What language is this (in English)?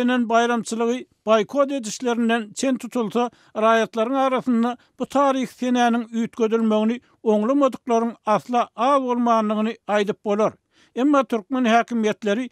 Turkmen